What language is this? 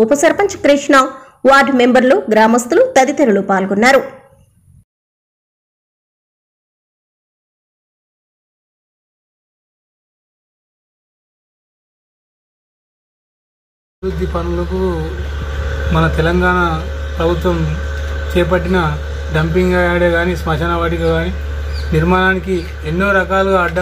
Telugu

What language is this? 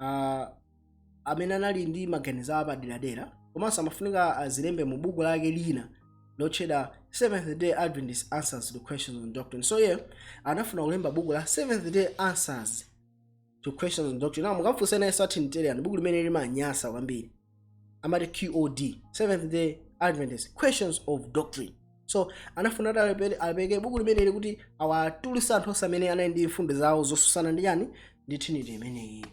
Nyanja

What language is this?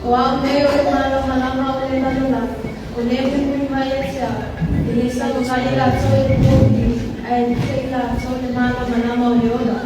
Samoan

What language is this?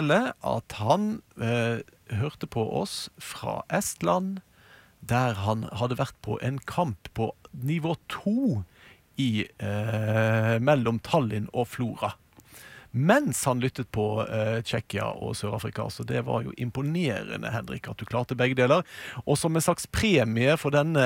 Norwegian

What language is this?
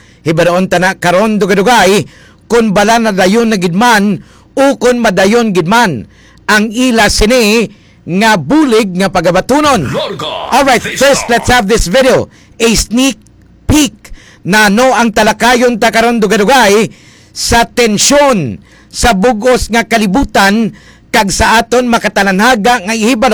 Hiligaynon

